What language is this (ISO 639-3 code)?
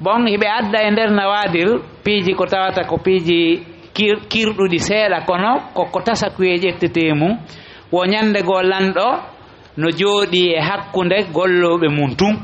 ful